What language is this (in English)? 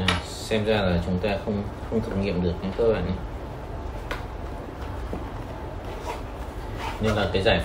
Vietnamese